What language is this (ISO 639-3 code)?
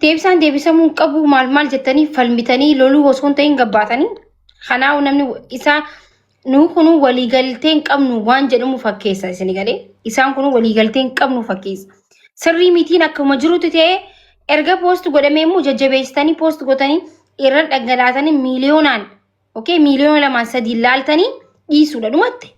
orm